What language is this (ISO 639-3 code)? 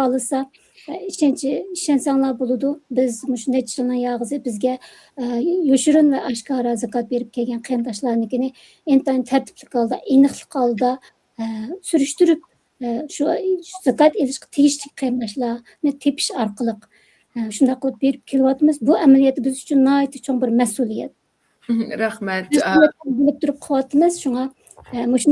uig